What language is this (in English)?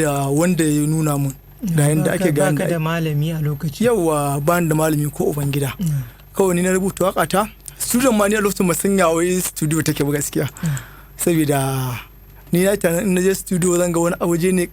Hausa